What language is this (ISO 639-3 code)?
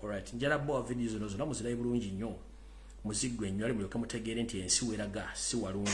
lug